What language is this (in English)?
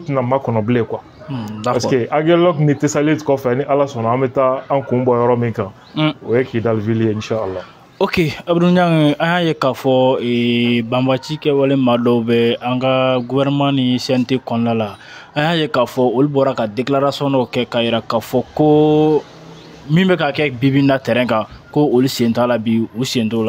Bambara